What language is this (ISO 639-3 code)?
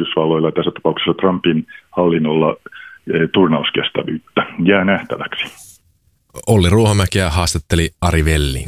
fin